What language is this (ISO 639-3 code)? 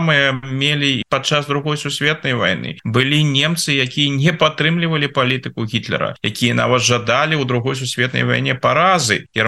bel